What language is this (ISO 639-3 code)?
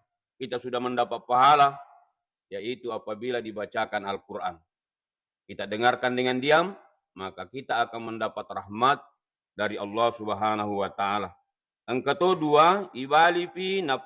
bug